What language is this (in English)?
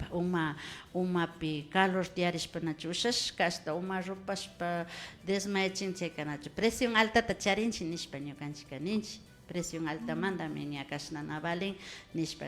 Imbabura Highland Quichua